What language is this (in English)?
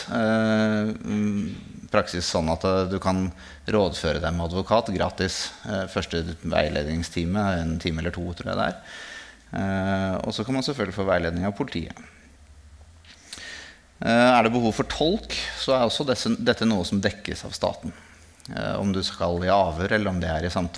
Norwegian